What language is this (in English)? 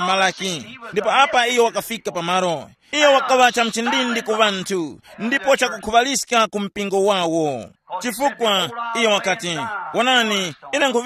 Tumbuka